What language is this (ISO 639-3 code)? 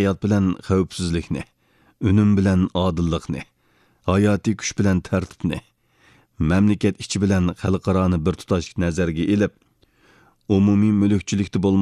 uig